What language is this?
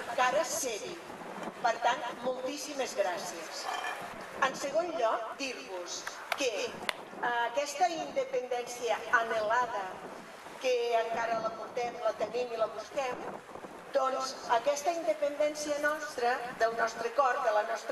Catalan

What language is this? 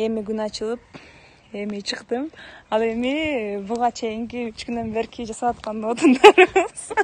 Kyrgyz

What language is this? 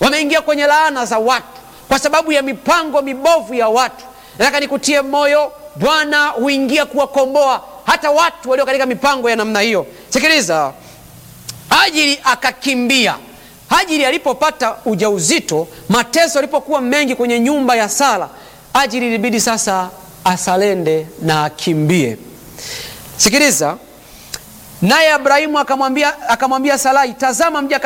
Swahili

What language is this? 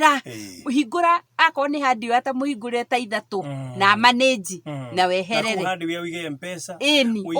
Kikuyu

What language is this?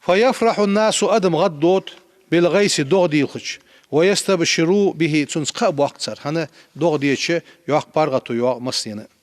Ingush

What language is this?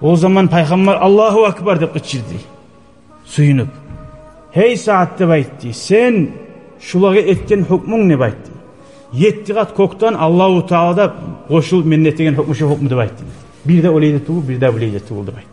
Kumyk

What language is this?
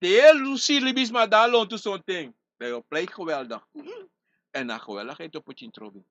Sranan Tongo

